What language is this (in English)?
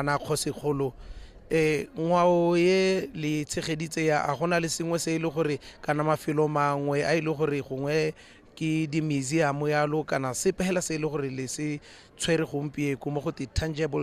Tswana